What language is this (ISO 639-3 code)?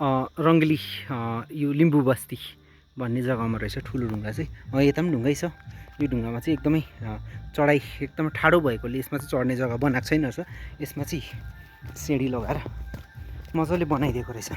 nep